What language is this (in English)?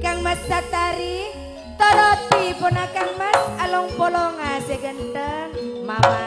Madurese